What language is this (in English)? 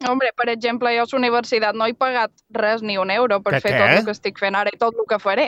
Catalan